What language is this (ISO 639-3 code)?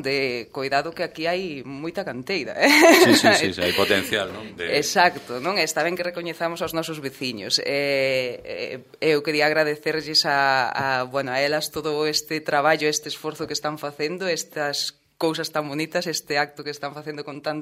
glg